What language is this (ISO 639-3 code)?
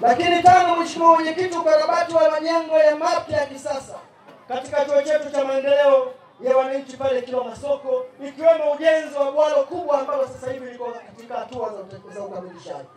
swa